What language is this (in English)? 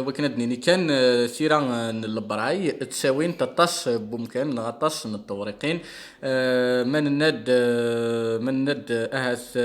Kabyle